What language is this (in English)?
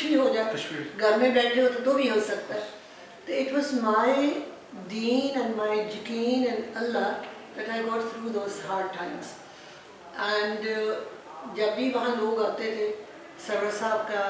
Urdu